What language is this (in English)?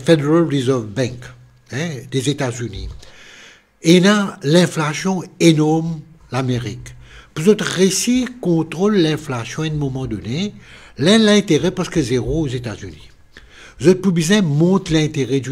Morisyen